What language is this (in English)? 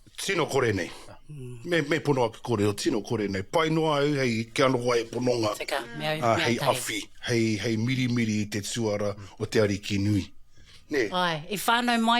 Māori